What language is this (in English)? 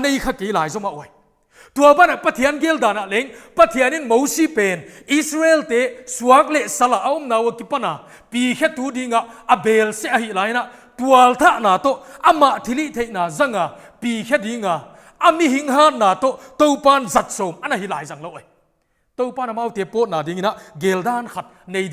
Paite Chin